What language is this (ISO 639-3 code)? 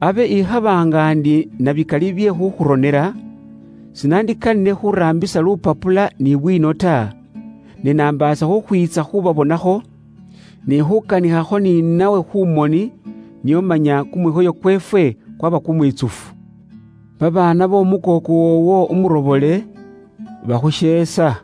luy